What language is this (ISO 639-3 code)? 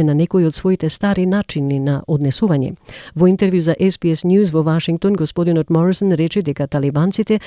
mkd